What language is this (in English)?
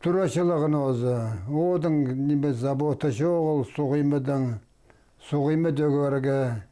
Khakas